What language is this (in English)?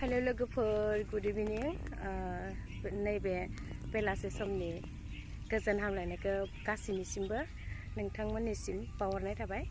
Bodo